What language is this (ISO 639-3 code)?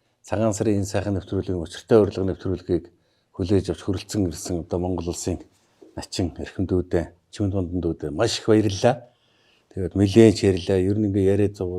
mon